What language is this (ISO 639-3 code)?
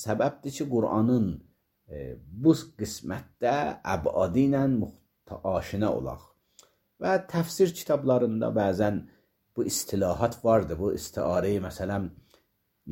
aze